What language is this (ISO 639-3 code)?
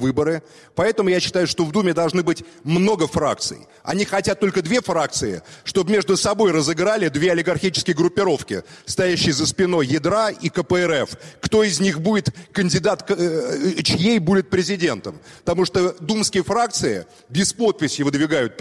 rus